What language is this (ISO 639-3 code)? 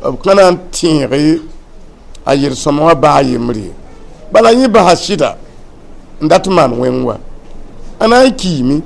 mos